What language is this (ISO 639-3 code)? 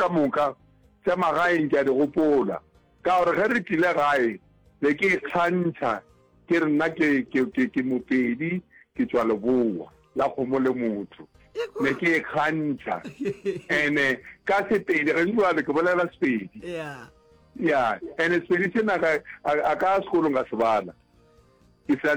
nso